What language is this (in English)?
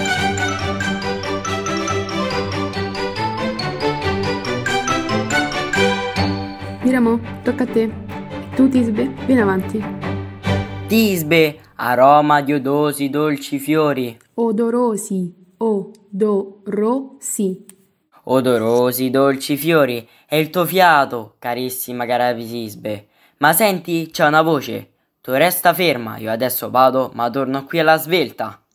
Italian